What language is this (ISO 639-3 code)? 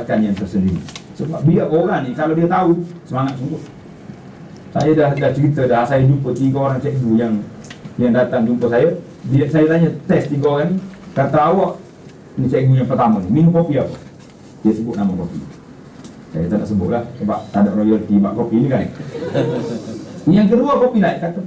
msa